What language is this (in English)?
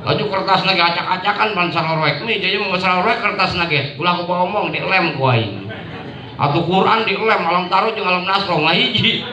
Sundanese